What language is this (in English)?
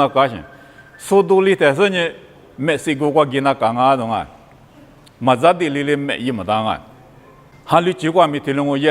Lisu